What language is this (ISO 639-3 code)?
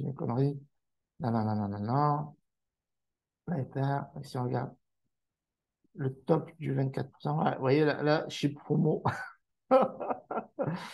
fra